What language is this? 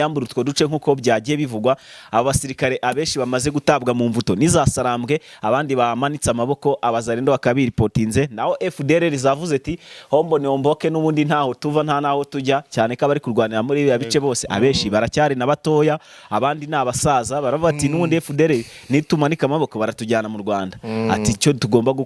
Kinyarwanda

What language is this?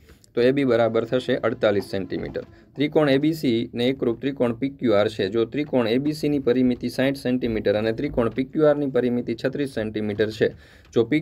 Gujarati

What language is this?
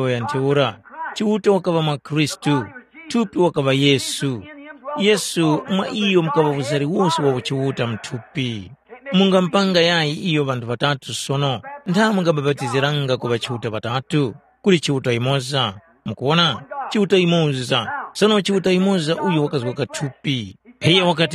Tumbuka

